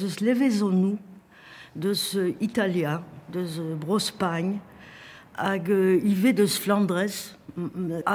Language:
Breton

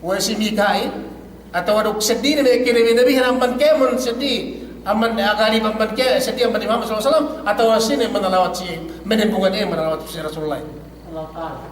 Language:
Yakan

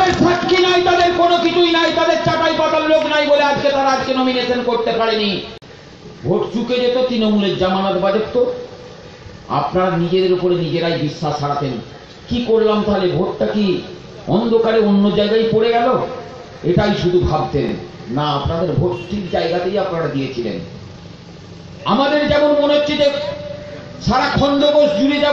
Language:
Bangla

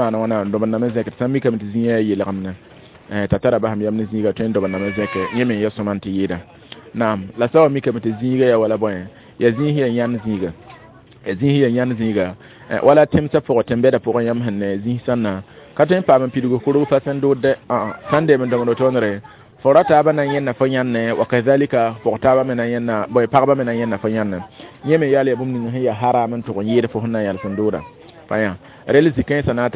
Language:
Mossi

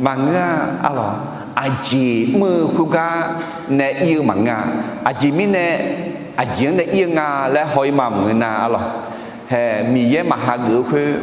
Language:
Akha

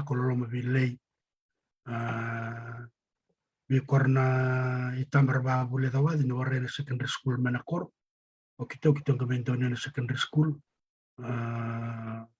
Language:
Fijian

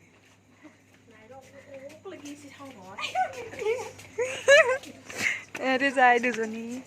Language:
Assamese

